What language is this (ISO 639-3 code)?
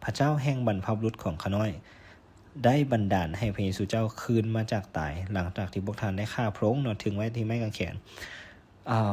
lao